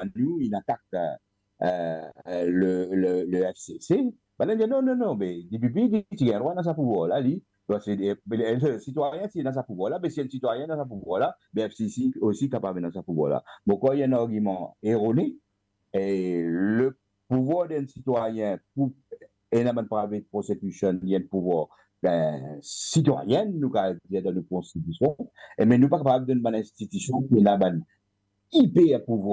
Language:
Morisyen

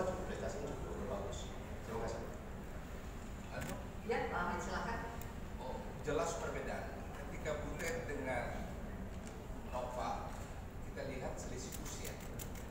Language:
Indonesian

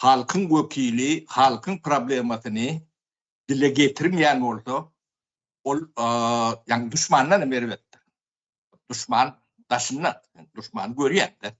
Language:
Turkmen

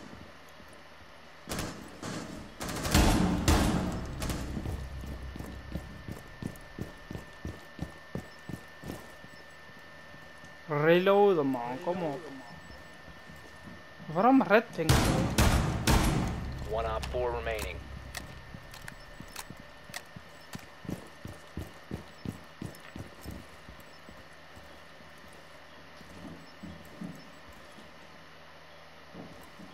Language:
Dutch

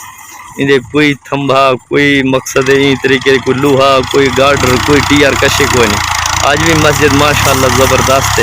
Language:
Saraiki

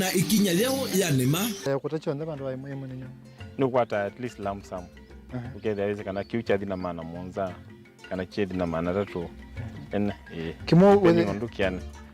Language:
Kamba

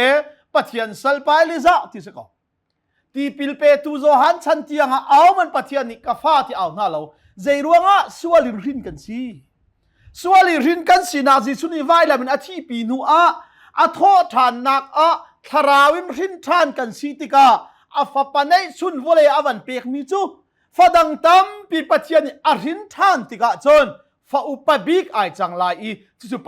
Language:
Hakha Chin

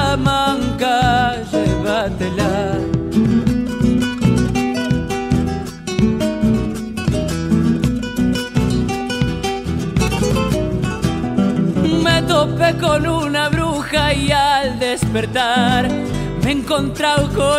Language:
Spanish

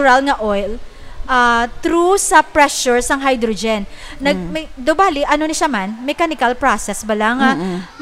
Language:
Hiligaynon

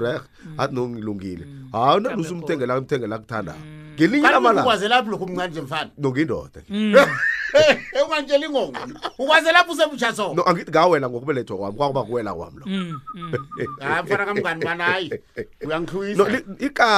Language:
South Ndebele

